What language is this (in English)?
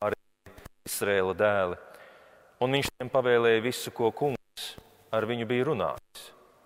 Latvian